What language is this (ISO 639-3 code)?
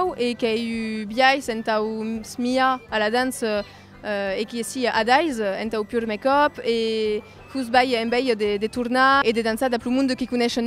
oci